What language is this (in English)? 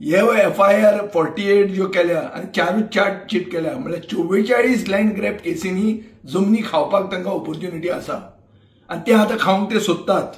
Konkani